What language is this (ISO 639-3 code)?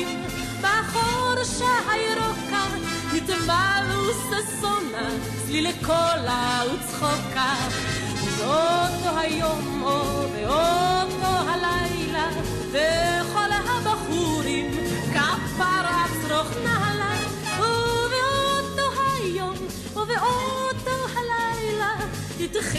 heb